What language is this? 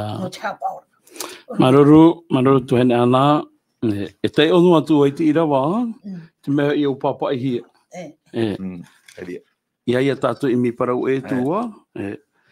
Tahitian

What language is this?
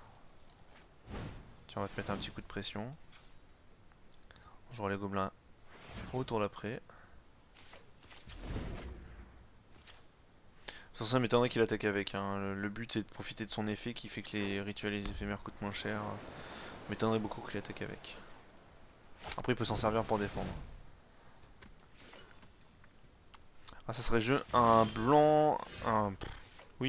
French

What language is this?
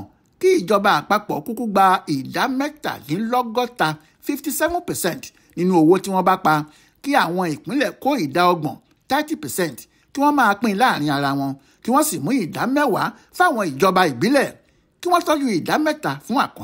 Yoruba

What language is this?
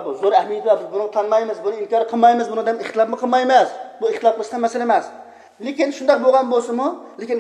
Uyghur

